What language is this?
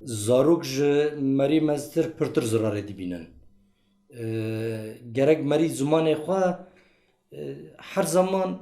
Kurdish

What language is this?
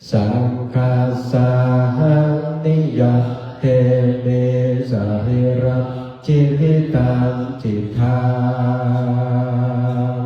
Pali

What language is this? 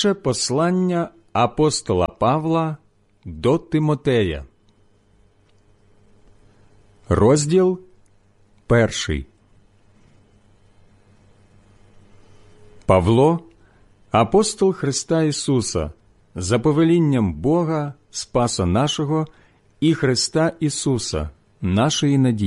Ukrainian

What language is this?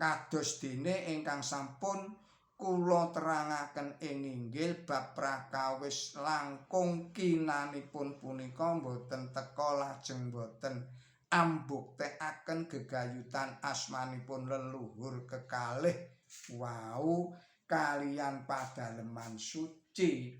Javanese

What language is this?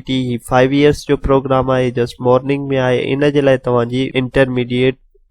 Sindhi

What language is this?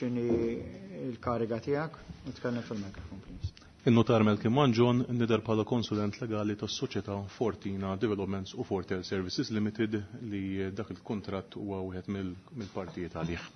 Maltese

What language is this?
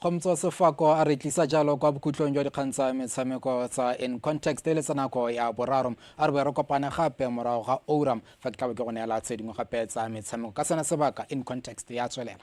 Tswana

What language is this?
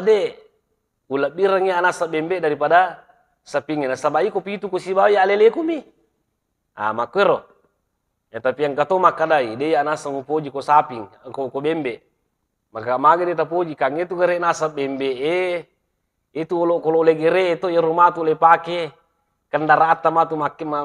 Buginese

